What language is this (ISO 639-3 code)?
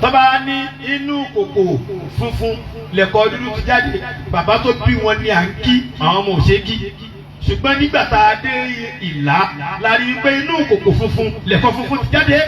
yor